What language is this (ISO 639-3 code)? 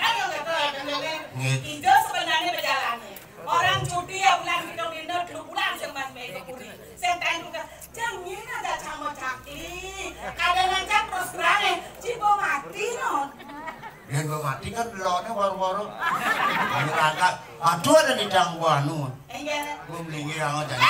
ban